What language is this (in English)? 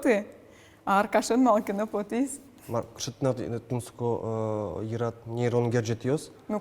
Udmurt